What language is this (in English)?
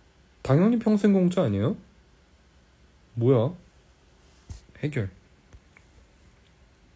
Korean